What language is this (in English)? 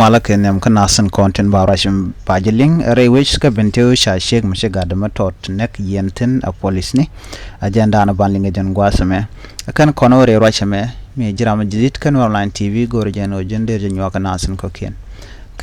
Nuer